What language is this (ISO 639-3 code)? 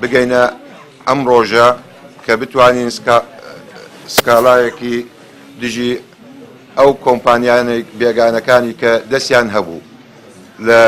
ckb